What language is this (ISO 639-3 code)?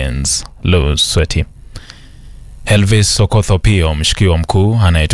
swa